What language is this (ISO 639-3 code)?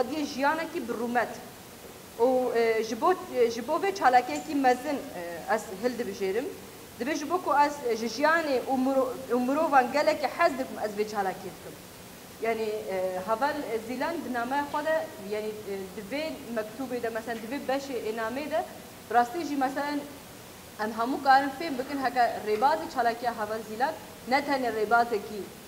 kur